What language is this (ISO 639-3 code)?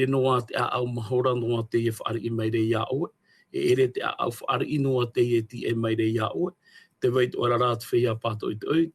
tah